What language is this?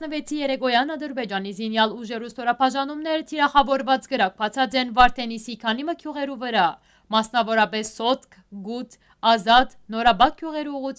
Western Armenian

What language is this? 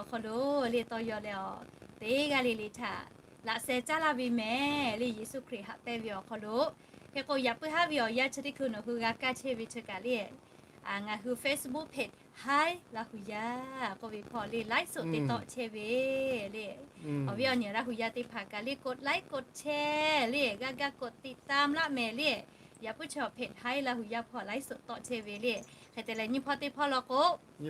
Lahu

